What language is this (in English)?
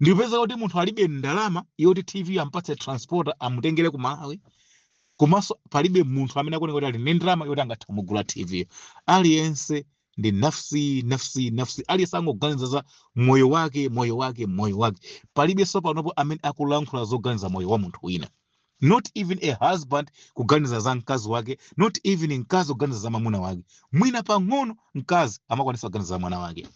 Nyanja